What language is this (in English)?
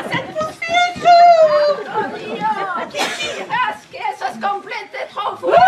Esperanto